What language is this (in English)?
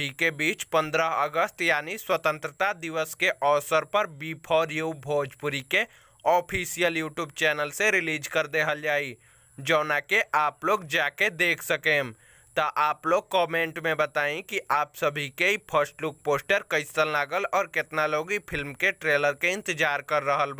Bhojpuri